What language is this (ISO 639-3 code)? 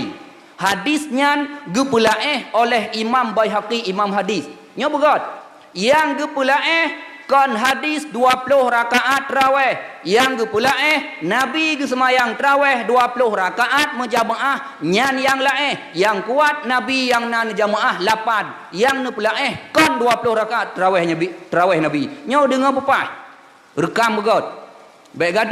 ace